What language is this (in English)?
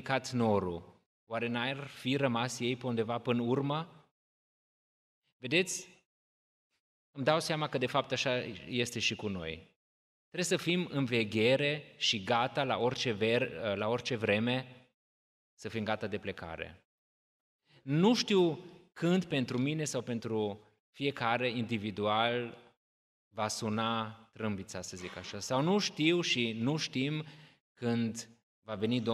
Romanian